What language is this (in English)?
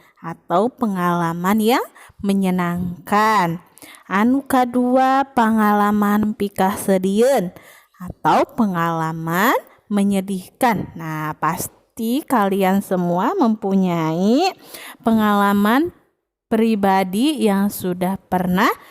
Sundanese